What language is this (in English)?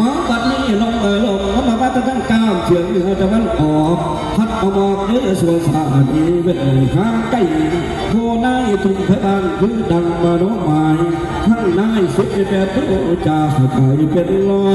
Northeastern Thai